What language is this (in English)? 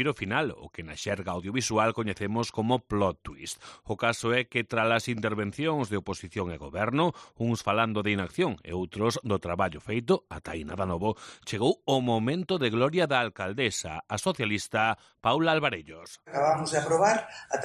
Galician